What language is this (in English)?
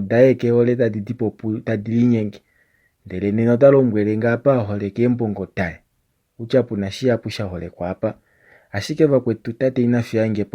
Kuanyama